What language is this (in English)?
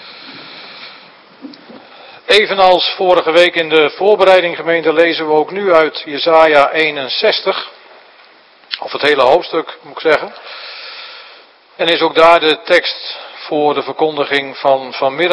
Dutch